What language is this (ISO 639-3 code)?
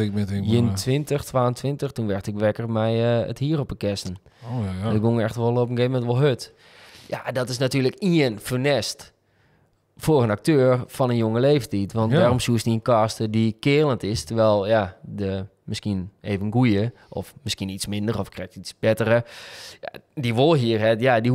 fry